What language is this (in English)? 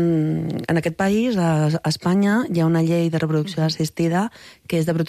Catalan